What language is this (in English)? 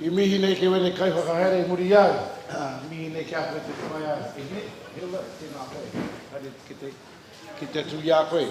Māori